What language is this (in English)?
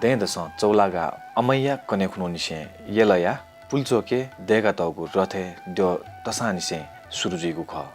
Newari